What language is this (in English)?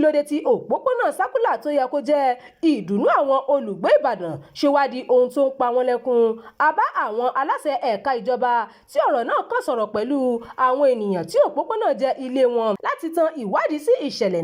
Yoruba